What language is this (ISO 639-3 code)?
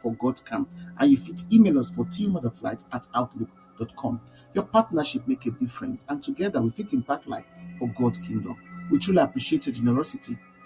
pcm